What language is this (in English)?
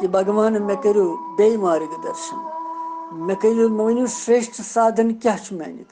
Kashmiri